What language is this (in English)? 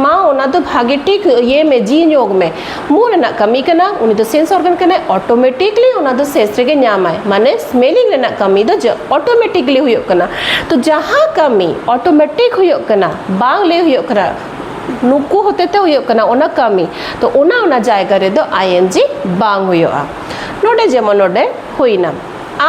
Santali